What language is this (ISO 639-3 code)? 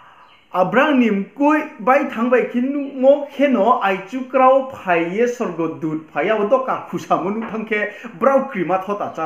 ria